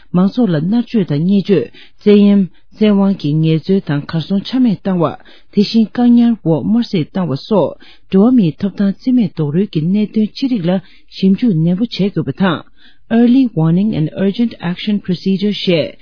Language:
Tibetan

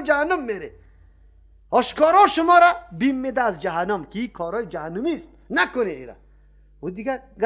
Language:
Persian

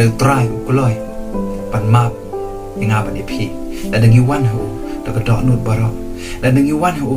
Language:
Khasi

